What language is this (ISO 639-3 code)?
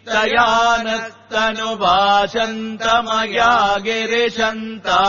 san